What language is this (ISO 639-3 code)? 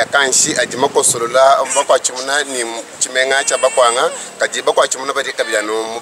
lua